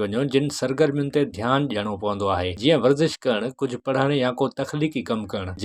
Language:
Sindhi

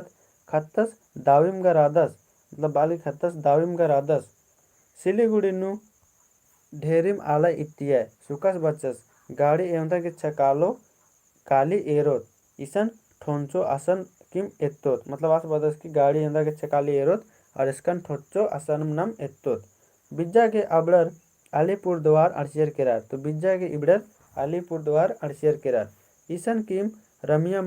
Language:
Kurukh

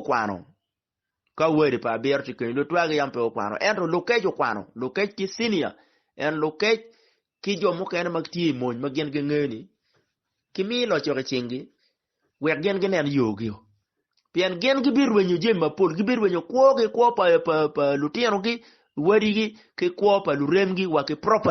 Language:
Acoli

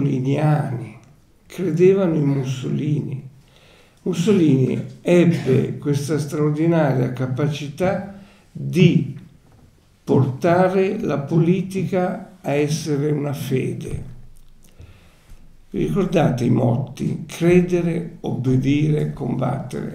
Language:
Italian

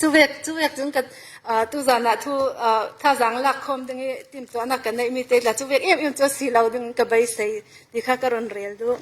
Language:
Falam Chin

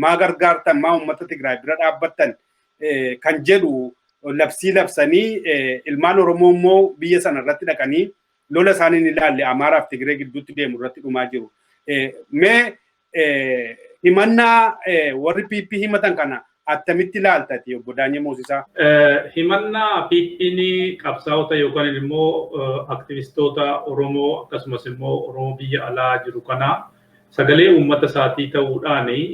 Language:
Oromo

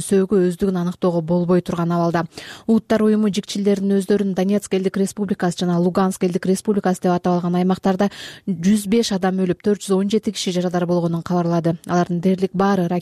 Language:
Kyrgyz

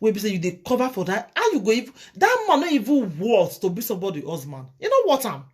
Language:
Nigerian Pidgin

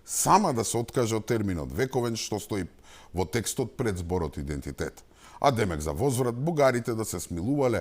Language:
Macedonian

